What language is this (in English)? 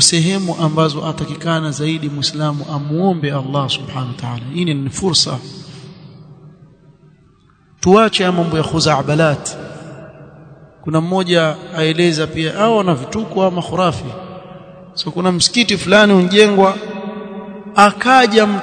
Swahili